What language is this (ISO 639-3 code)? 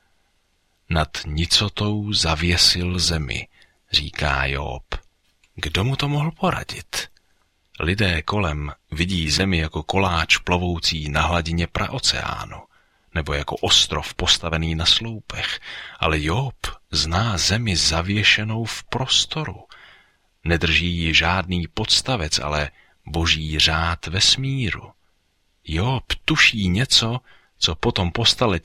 ces